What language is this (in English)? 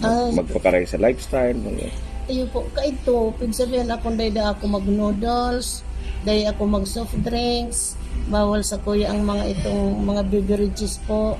Bikol